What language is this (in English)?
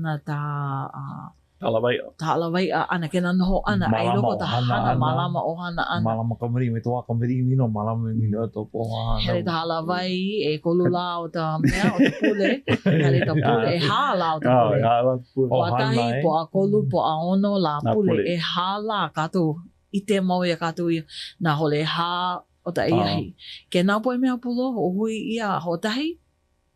Hawaiian